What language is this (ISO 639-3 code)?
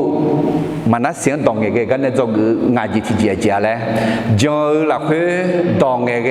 ahk